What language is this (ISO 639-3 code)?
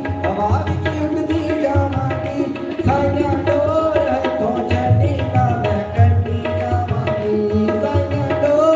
doi